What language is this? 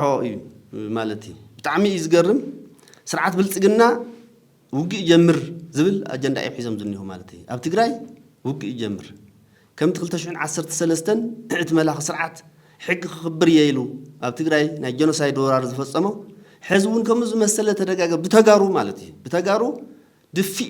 Tigrinya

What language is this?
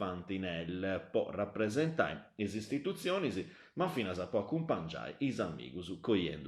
Sardinian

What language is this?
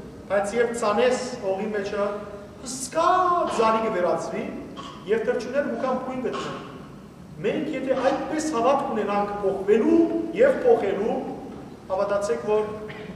Western Armenian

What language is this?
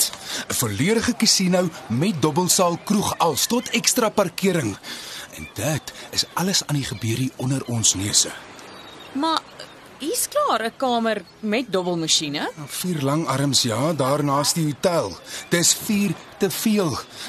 Afrikaans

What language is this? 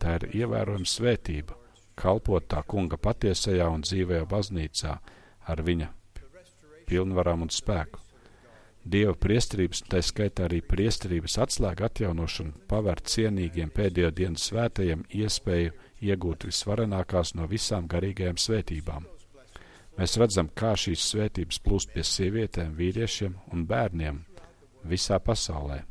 Latvian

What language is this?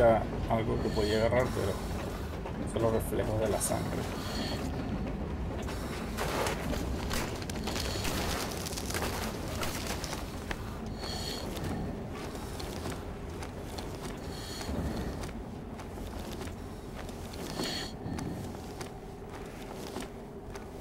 Spanish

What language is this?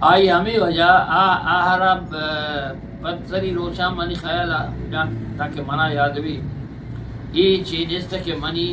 Eastern Balochi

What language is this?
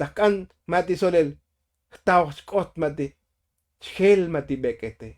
Tzotzil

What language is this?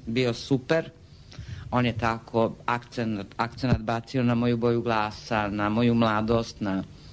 Serbian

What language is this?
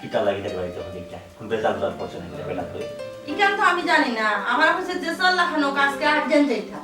Sylheti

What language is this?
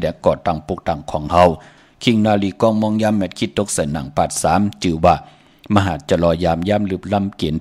Shan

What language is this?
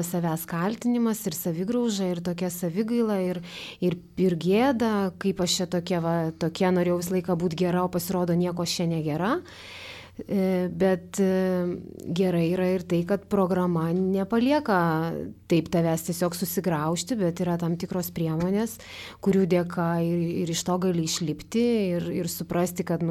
Lithuanian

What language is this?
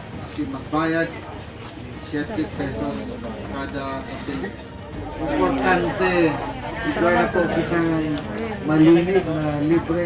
Bikol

